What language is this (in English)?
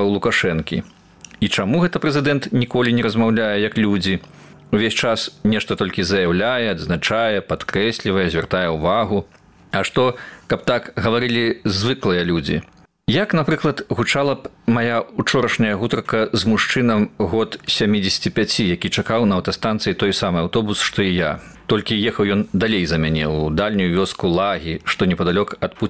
Belarusian